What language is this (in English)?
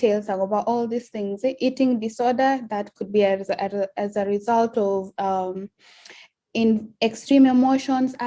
Kalenjin